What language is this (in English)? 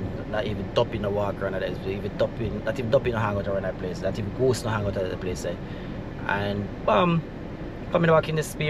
Jamaican Creole English